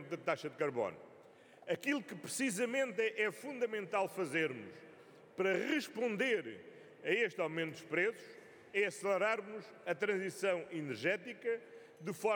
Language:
Portuguese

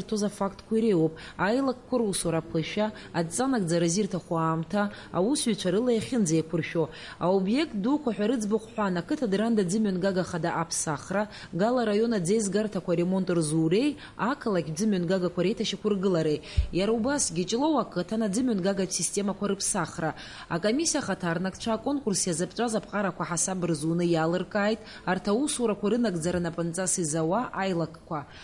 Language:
Abkhazian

